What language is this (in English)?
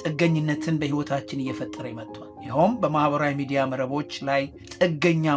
Amharic